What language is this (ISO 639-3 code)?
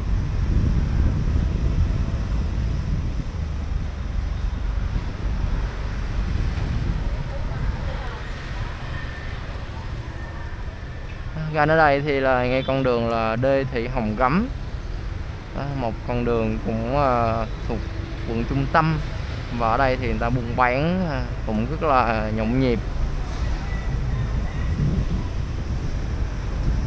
vie